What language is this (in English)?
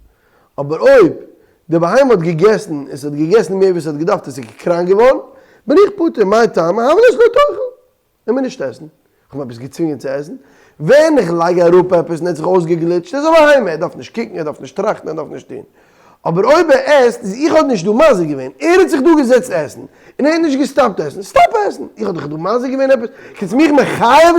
Yiddish